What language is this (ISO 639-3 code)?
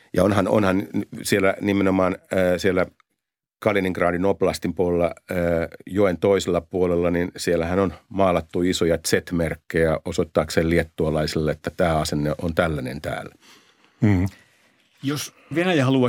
fin